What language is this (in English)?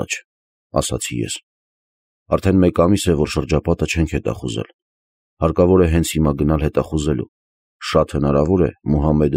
Armenian